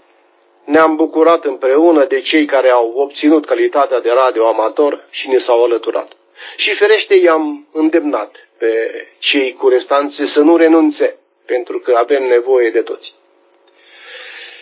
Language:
Romanian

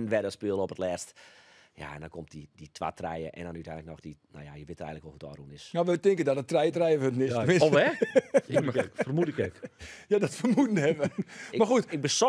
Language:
Western Frisian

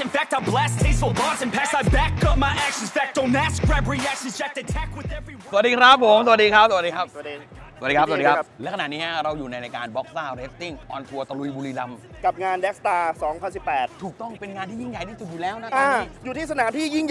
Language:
Thai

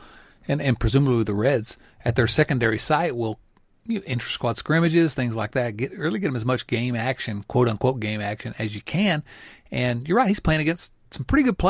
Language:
English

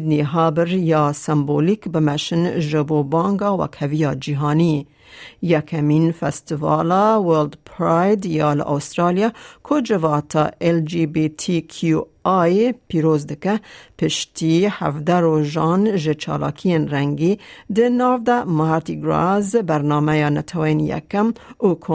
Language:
Kurdish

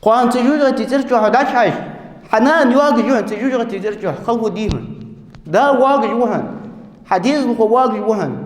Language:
Ingush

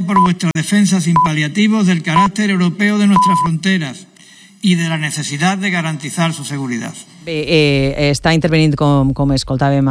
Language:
Catalan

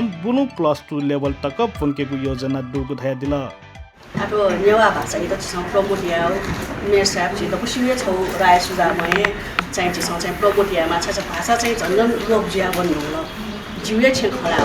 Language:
Newari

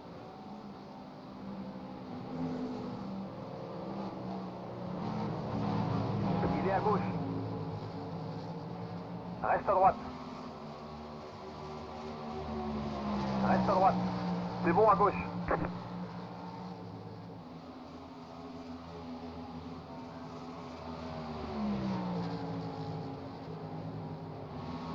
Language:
French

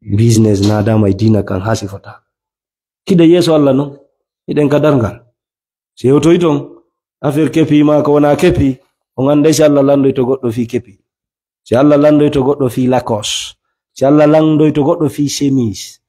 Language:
Fula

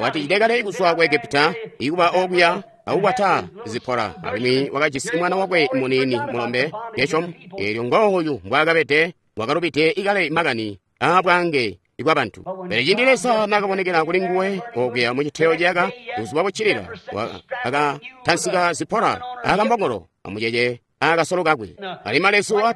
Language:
Tonga (Zambia)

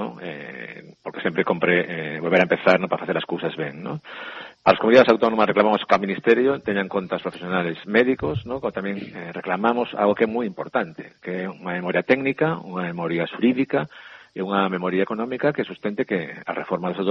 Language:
Galician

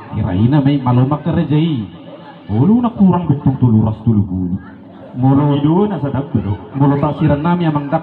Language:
Batak Toba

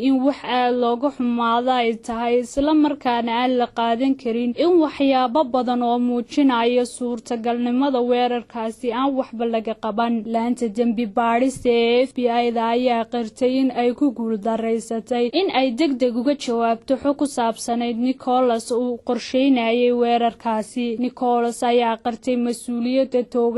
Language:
Somali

